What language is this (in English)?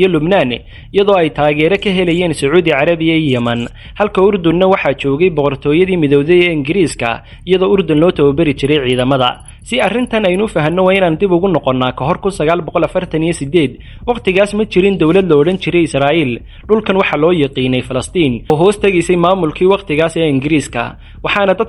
Somali